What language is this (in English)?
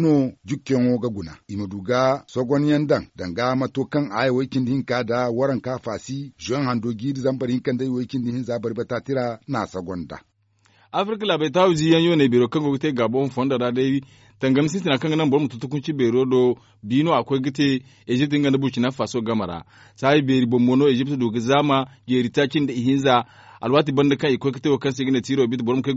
Zarma